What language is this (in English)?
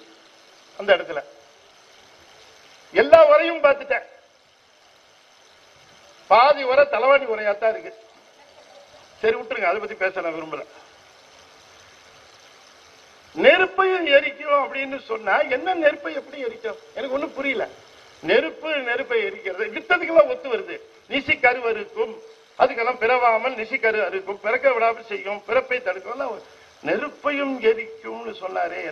Tamil